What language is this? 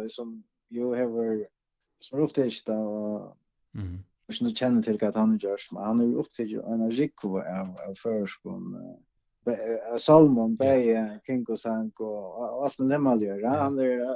Faroese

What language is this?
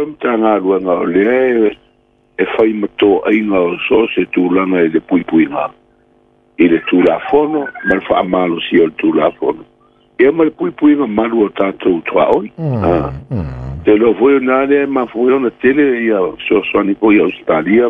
Samoan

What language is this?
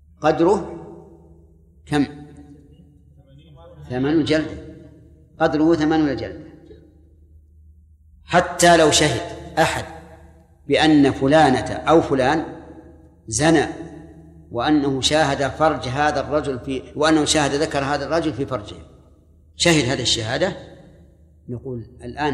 Arabic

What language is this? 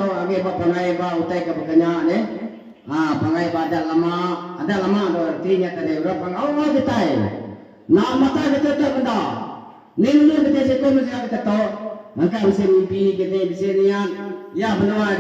Iban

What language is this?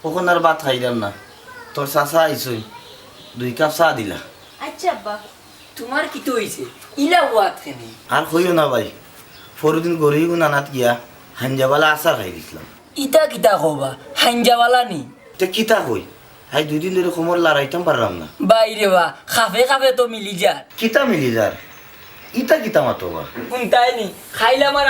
Sylheti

